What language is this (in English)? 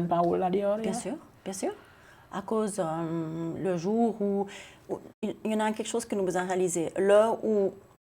Seselwa Creole French